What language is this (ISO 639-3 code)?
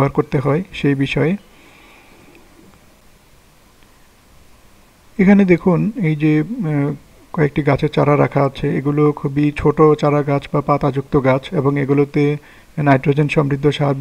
ben